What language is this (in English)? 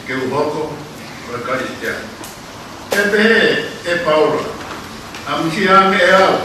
Tongan